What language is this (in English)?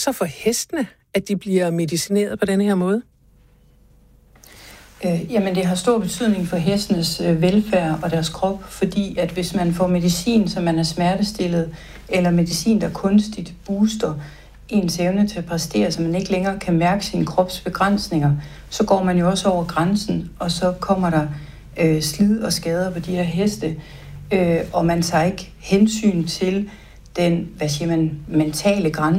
Danish